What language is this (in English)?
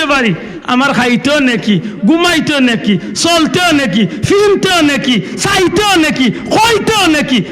Sylheti